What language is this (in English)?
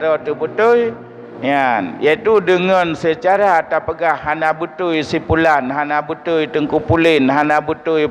Achinese